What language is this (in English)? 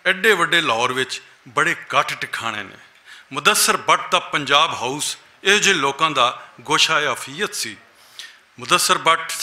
Western Panjabi